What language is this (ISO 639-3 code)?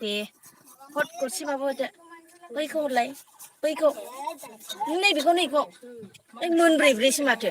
brx